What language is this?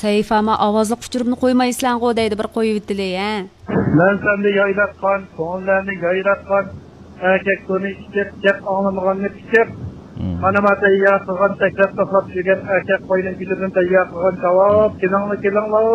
Uyghur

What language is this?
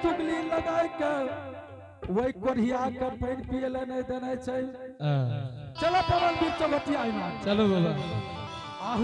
Angika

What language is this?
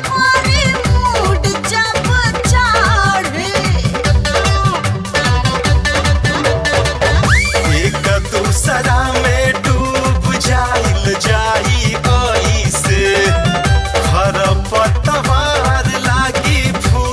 Bhojpuri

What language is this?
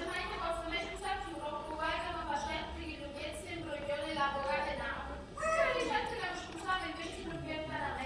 Neapolitan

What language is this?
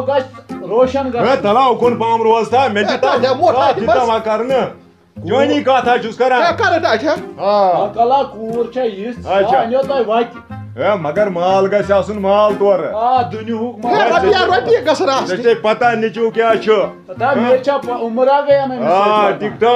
Kashmiri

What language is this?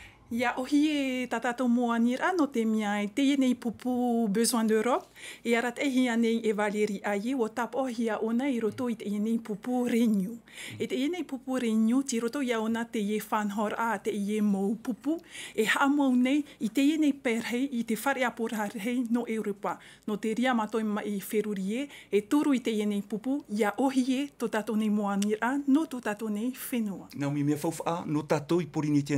Tahitian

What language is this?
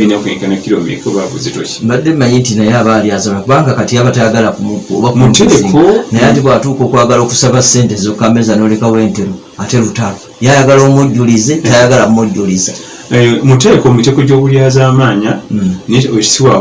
Ganda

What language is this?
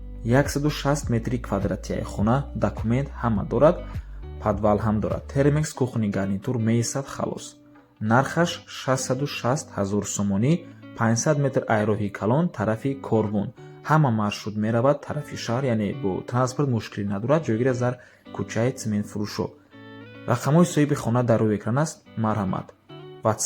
Tajik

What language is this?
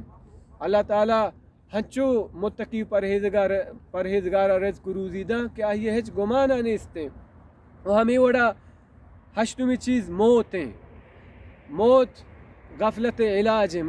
Baluchi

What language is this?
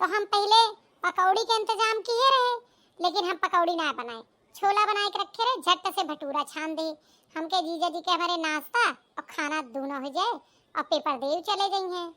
Awadhi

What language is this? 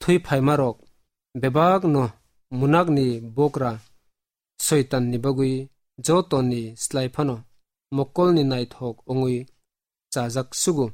Kok Borok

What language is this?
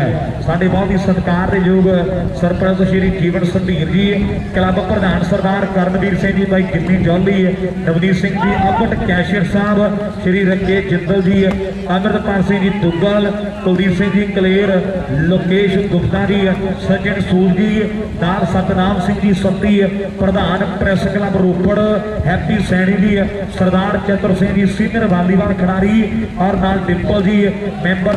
Punjabi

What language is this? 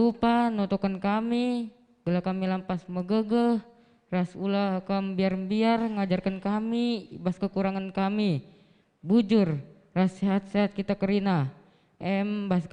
Batak Karo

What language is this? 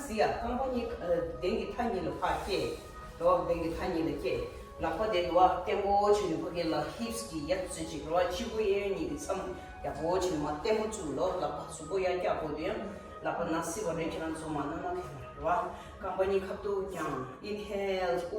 Tibetan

